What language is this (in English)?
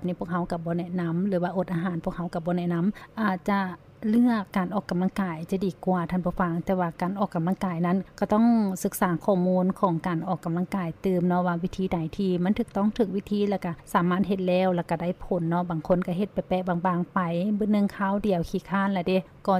Lao